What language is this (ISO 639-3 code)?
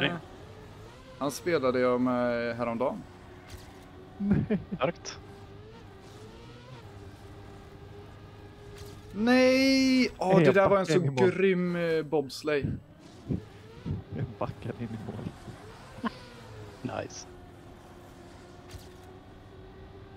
swe